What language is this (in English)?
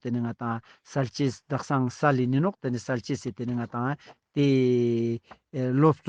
Ladakhi